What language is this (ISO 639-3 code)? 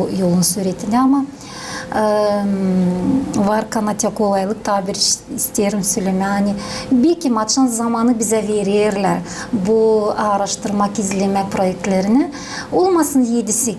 gag